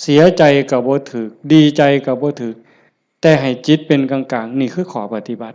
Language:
Lao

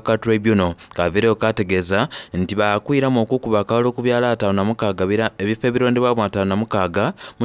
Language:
Soga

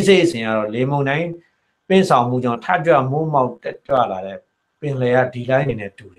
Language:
Burmese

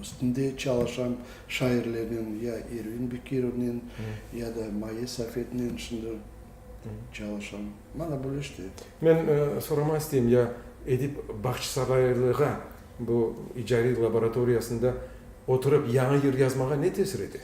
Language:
Crimean Tatar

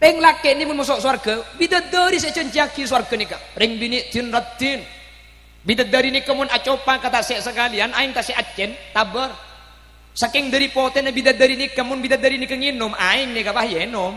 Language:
Madurese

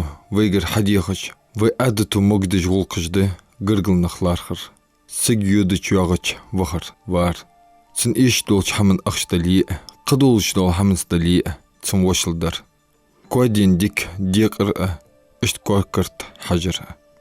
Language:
Ingush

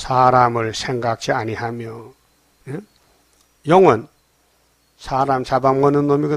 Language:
Korean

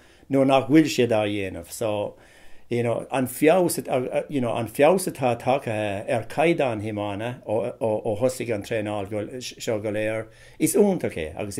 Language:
Irish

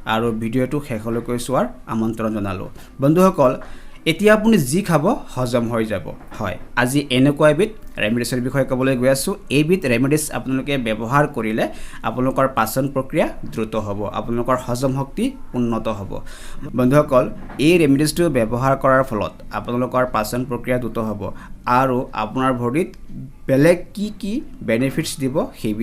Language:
Assamese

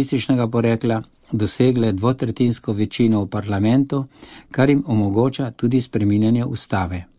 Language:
Slovenian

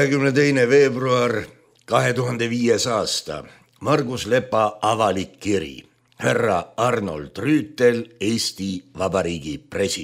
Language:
Estonian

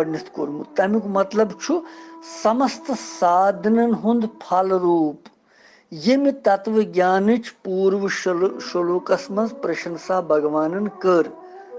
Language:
Kashmiri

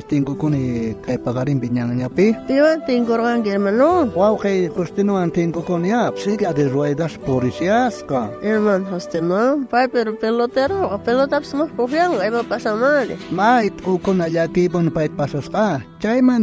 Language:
South Bolivian Quechua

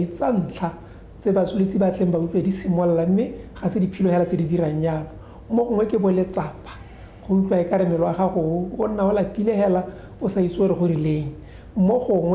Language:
Tswana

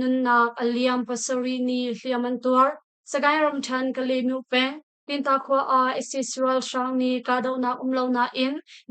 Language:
Hakha Chin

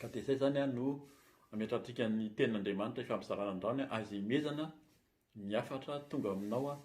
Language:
Malagasy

